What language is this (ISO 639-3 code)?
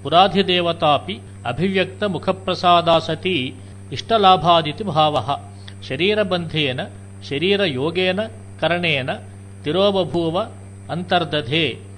san